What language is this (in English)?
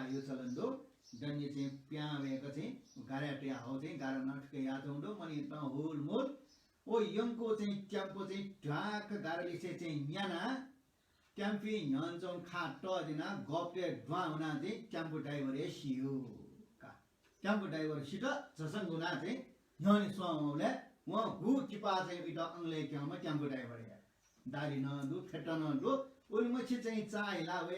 Newari